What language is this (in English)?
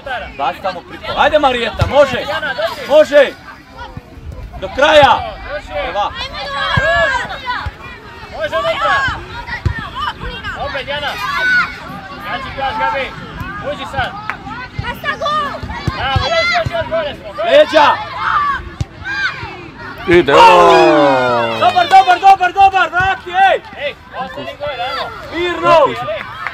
Croatian